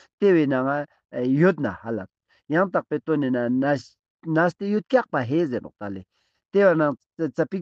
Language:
Ladakhi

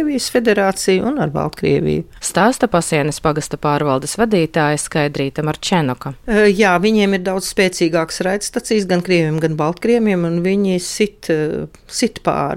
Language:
Latvian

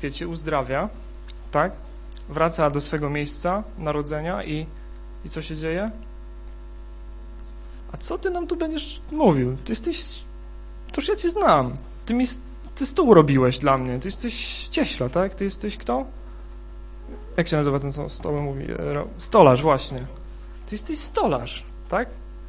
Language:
Polish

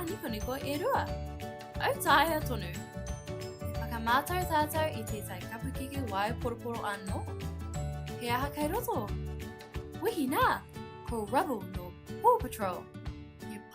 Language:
Māori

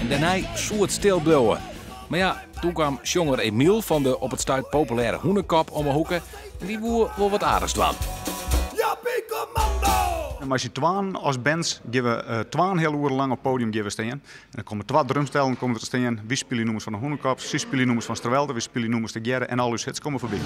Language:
Western Frisian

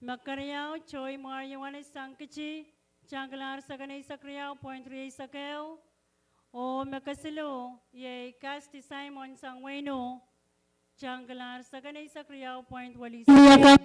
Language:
Pohnpeian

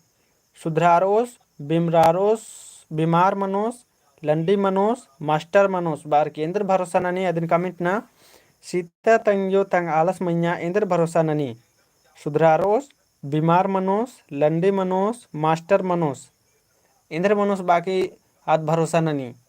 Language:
Kurukh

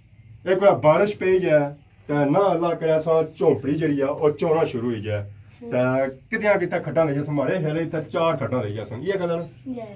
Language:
Pahari-Potwari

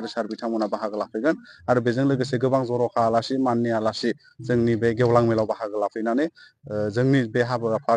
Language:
Bodo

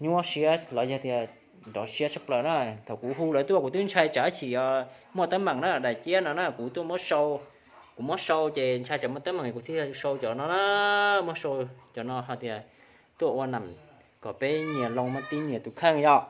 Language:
Hmong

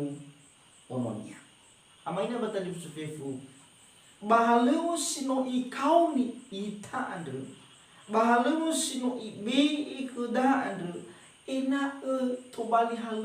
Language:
Nias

